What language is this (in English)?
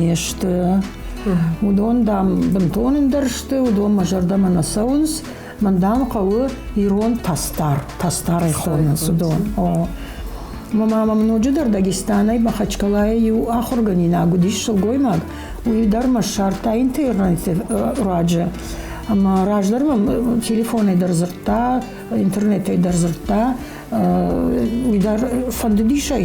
Ossetic